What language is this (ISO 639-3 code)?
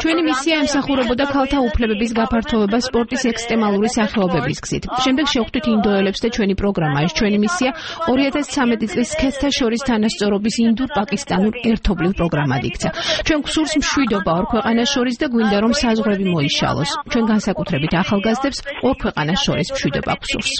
kat